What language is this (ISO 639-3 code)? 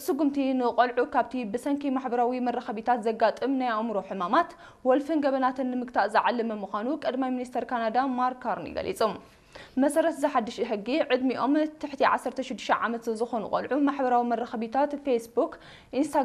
tir